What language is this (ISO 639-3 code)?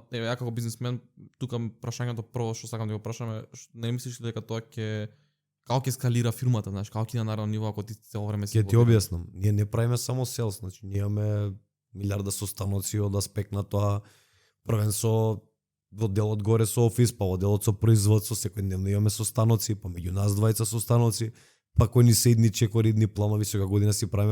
mkd